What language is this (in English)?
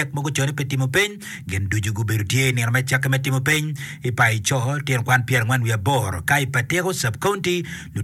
Acoli